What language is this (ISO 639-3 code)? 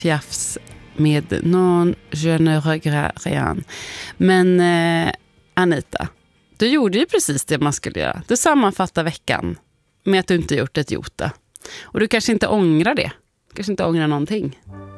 swe